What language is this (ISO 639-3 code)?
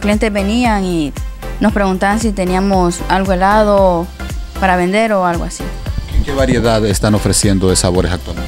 spa